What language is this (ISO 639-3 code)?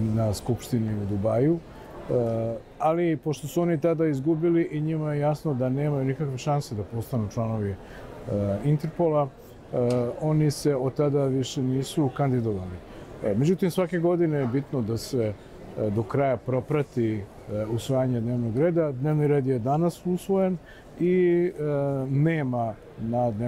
srp